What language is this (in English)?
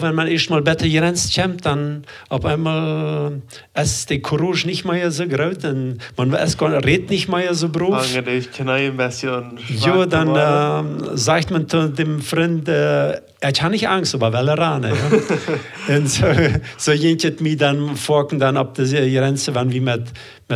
Plautdietsch